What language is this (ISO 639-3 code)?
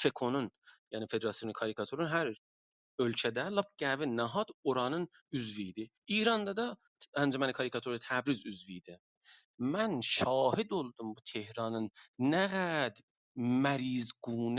azb